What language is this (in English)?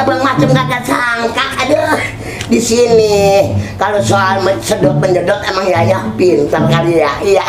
Betawi